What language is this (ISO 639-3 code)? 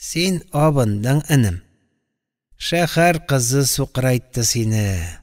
tat